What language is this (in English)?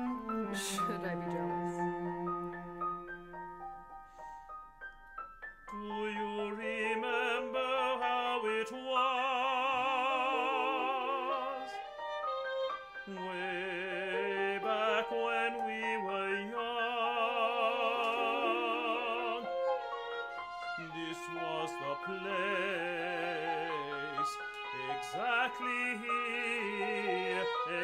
English